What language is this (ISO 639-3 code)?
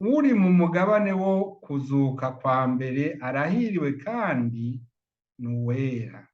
run